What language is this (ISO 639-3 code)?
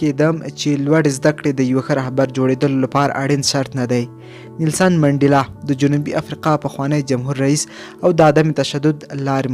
pus